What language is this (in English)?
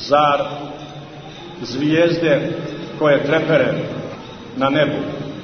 Croatian